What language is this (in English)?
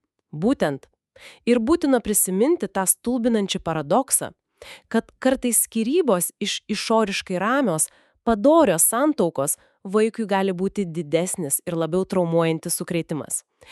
Lithuanian